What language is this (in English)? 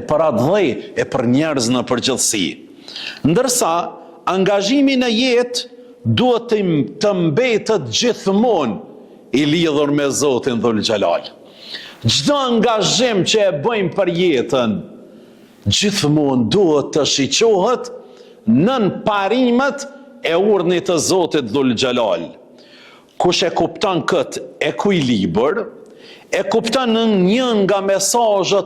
Albanian